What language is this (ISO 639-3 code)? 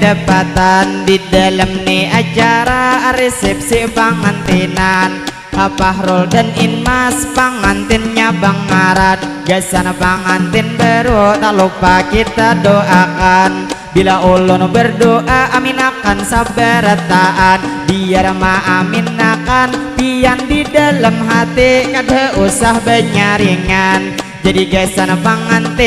bjn